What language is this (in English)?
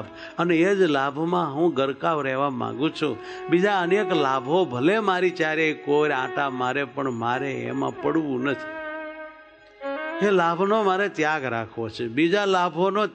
Gujarati